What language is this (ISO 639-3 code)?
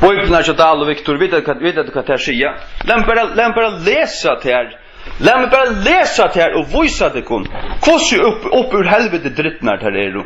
fao